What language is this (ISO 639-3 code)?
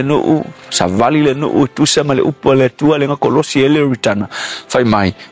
smo